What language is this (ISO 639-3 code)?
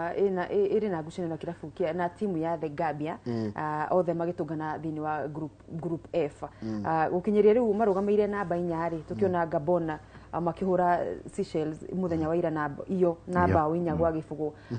kik